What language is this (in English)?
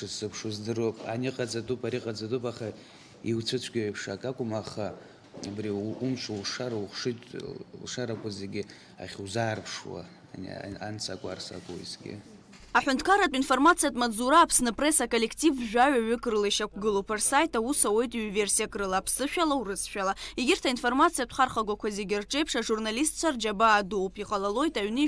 Abkhazian